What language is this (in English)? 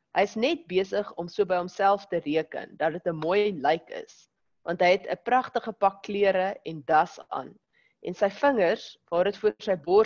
Afrikaans